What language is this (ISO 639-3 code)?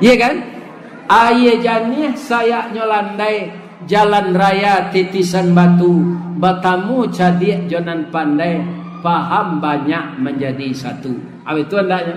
min